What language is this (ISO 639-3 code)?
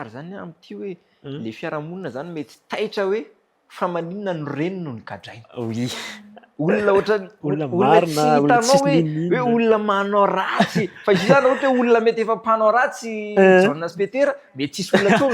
mlg